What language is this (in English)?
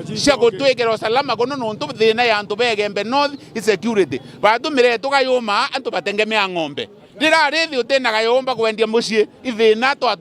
Meru